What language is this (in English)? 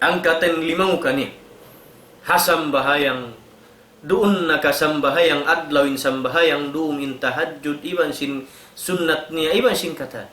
Tausug